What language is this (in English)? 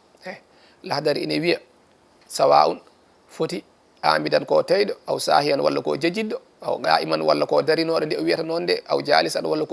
Fula